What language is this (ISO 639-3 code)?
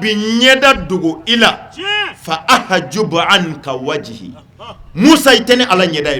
bam